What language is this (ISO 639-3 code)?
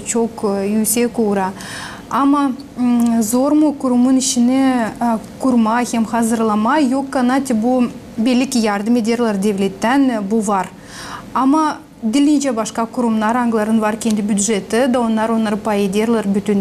gag